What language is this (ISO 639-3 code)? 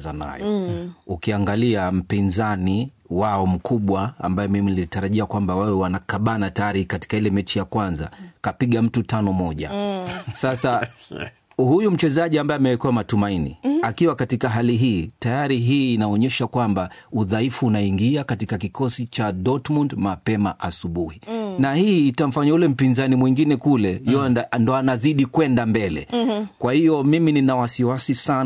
swa